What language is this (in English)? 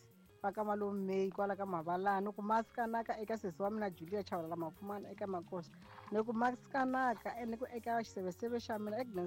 Tsonga